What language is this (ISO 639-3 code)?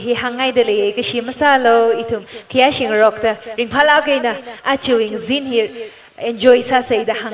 nmf